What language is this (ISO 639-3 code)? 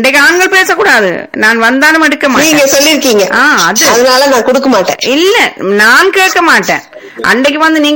tam